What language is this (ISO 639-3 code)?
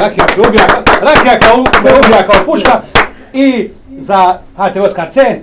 bos